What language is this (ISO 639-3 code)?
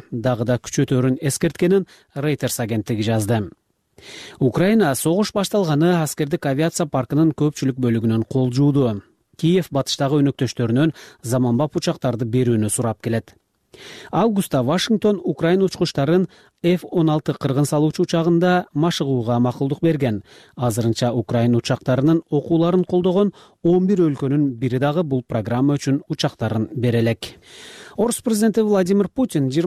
kir